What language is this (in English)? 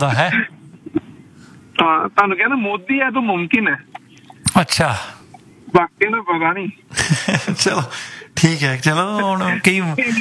Punjabi